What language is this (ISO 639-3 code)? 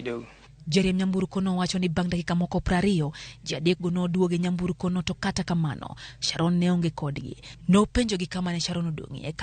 luo